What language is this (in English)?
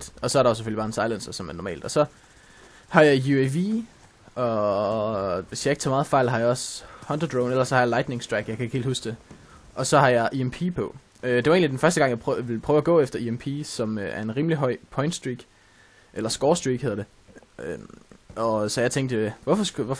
Danish